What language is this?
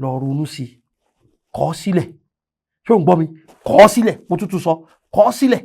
Yoruba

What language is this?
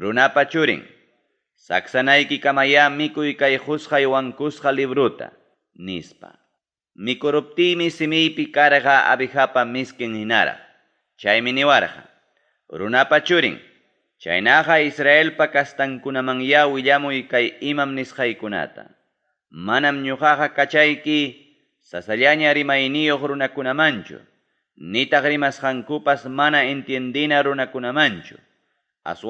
Ayacucho Quechua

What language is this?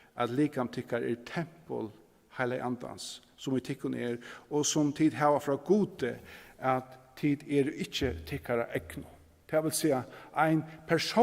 Faroese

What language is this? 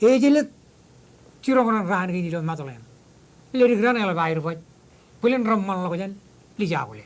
Marshallese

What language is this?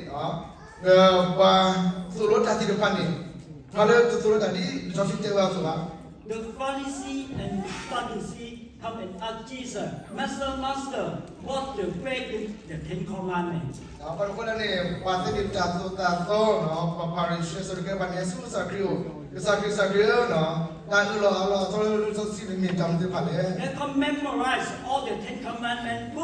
S'gaw Karen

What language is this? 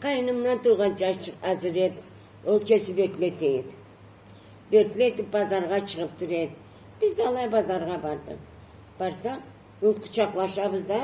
Karachay-Balkar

